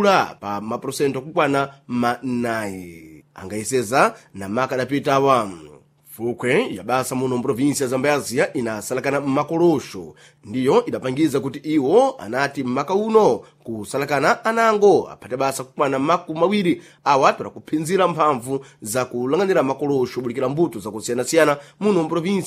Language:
Sena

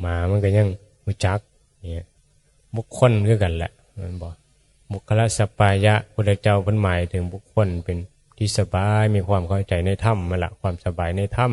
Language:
Northeastern Thai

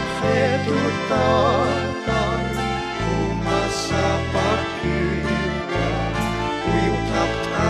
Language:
Aymara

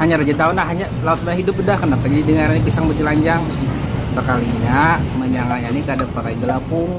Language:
Banjar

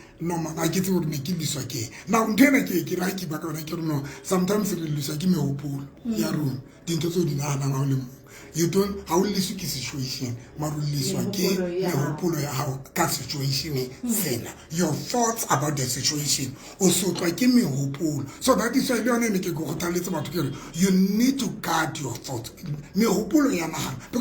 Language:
Southern Sotho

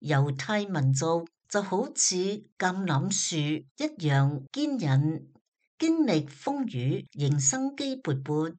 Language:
Cantonese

